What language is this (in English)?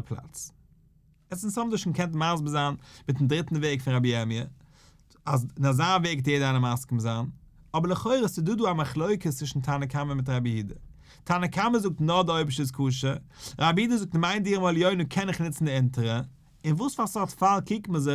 Yiddish